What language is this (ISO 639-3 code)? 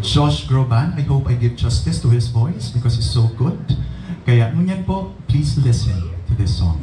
bik